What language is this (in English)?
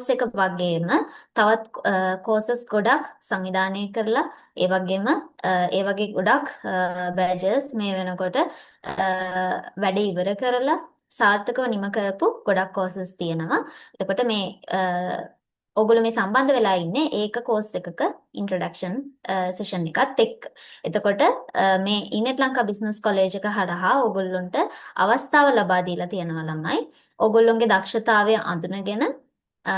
Sinhala